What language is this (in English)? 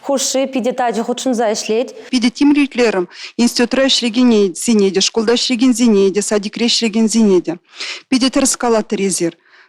Chuvash